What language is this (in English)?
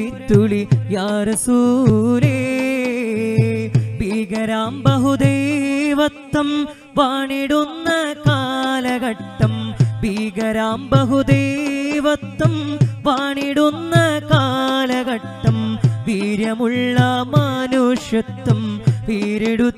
Malayalam